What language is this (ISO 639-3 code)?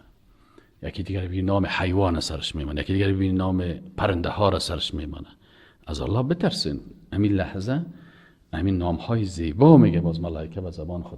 fas